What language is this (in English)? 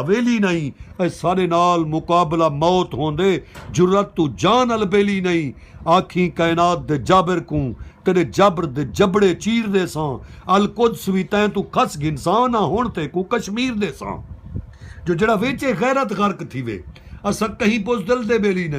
Saraiki